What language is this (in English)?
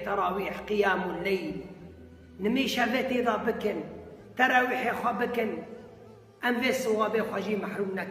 Kurdish